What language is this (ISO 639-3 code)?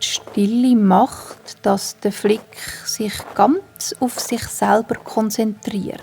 gsw